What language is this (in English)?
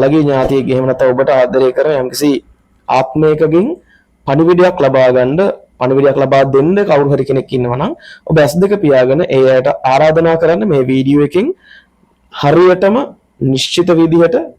Sinhala